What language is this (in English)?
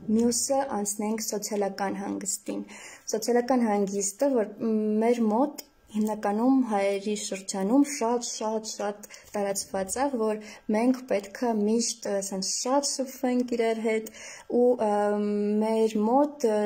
Armenian